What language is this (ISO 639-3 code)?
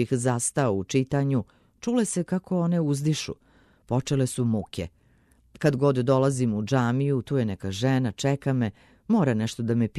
srp